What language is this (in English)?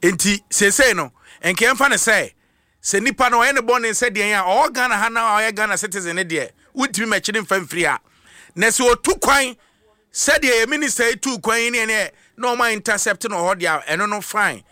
Akan